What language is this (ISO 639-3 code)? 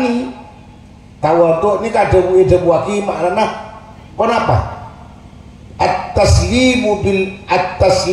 mad